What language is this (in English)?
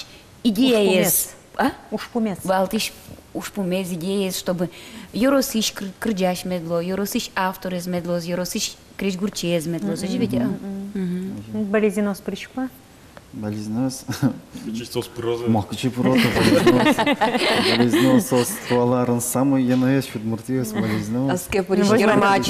Udmurt